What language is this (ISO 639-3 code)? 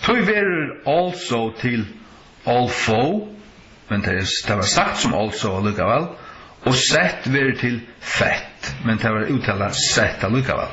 fao